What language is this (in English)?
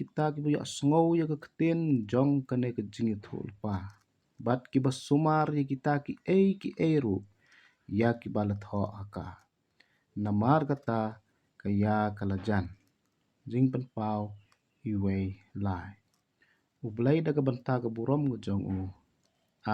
Khasi